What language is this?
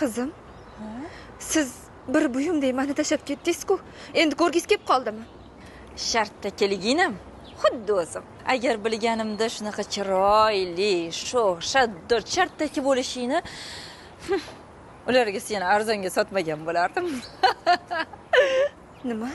Uzbek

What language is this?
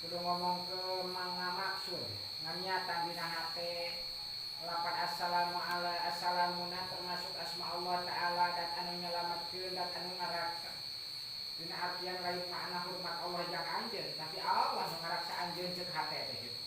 Sundanese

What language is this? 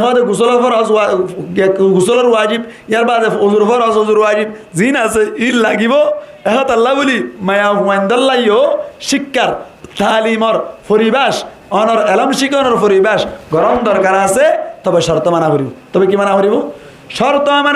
Rohingya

